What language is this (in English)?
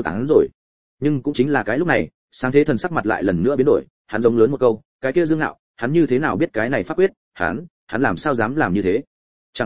Vietnamese